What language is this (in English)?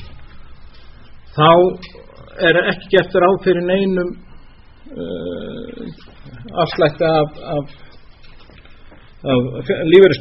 Icelandic